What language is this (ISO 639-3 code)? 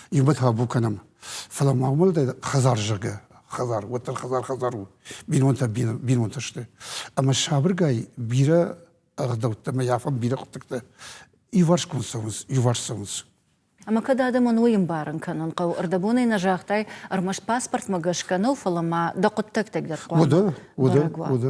oss